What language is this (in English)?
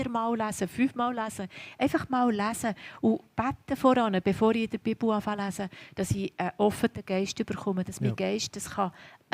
Swiss German